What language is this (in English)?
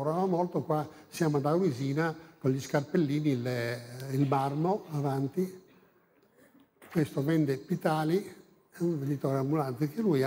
Italian